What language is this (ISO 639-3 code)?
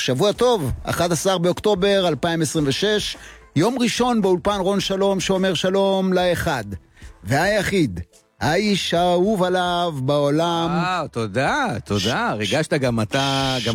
heb